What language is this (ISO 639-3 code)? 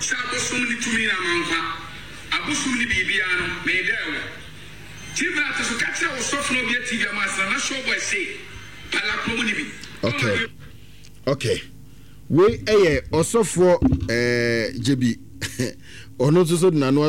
aka